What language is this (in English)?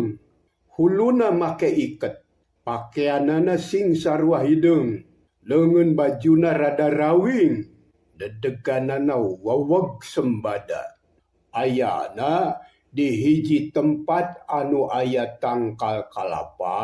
Sundanese